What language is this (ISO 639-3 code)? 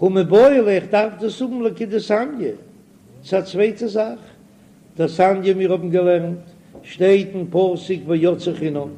yid